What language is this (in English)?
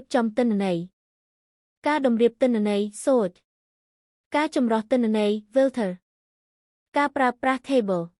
Khmer